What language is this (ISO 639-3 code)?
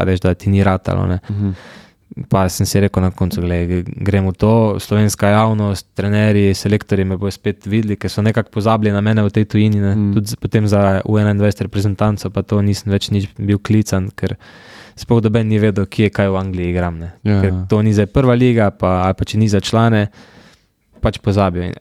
slv